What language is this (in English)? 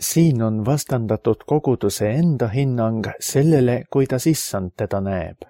Estonian